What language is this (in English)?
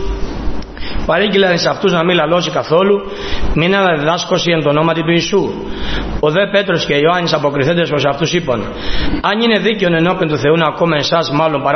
Greek